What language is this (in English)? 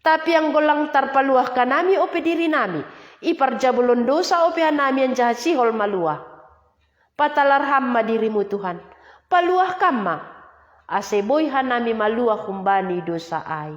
Batak Simalungun